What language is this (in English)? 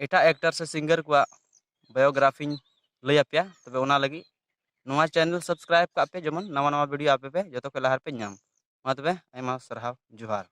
Santali